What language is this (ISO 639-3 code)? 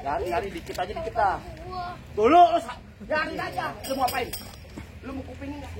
bew